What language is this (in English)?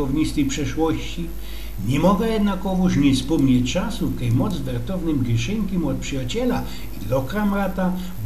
Silesian